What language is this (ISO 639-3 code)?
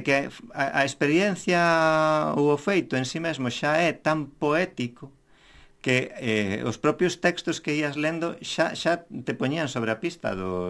glg